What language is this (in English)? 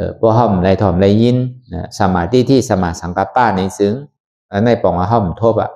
Shan